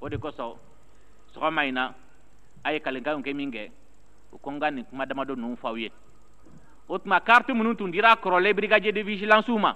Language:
Bambara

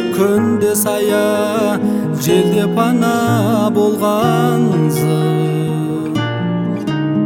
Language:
Kazakh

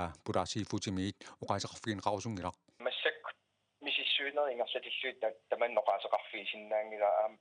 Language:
Kalaallisut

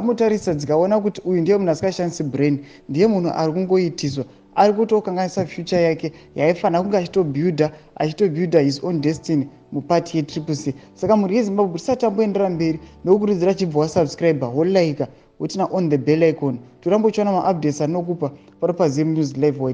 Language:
Shona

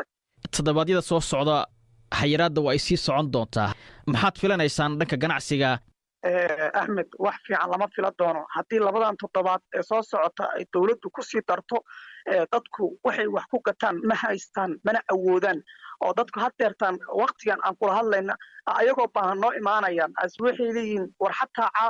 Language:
Somali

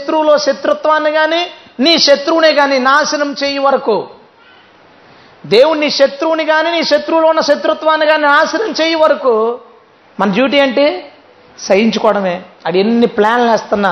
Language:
Telugu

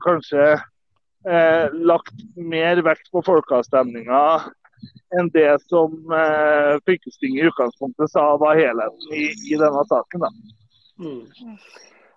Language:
Norwegian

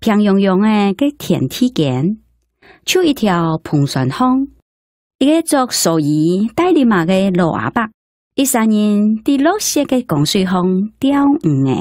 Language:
Hakka Chinese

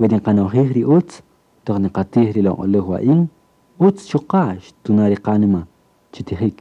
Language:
Kaqchikel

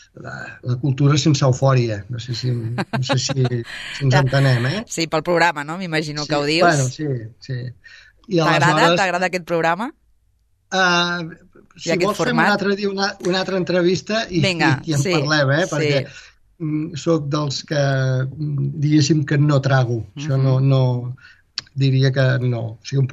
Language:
Catalan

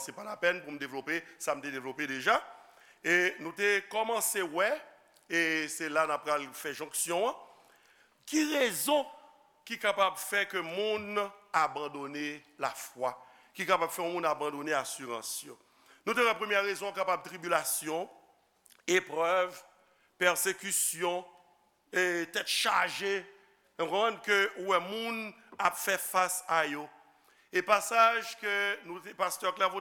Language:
Haitian Creole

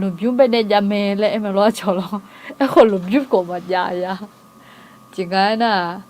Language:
Akha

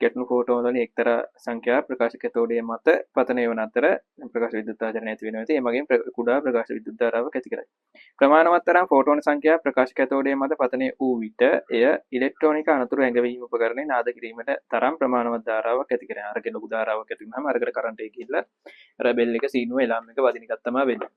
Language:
Sinhala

